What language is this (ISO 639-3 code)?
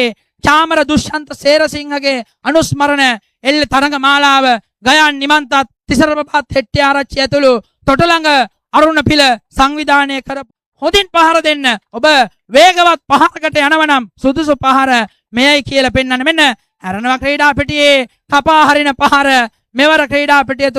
sin